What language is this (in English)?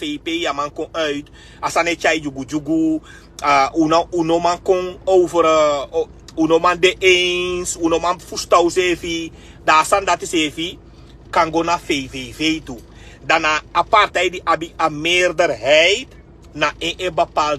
Sranan Tongo